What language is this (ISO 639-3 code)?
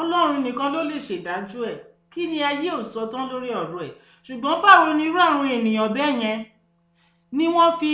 yor